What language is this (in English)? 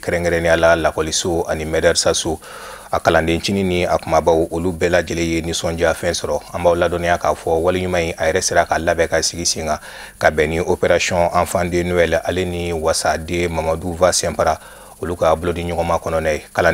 Bambara